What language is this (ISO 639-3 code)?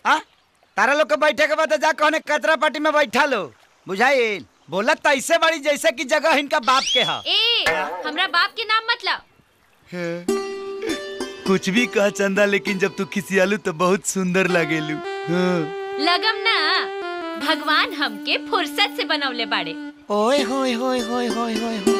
bho